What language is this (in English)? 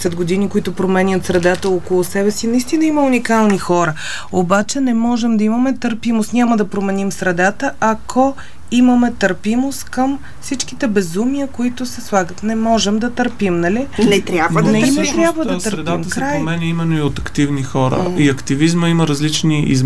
Bulgarian